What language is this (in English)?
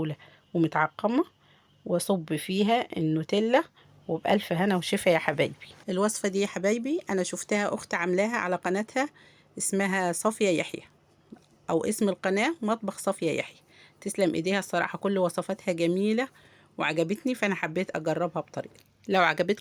Egyptian Arabic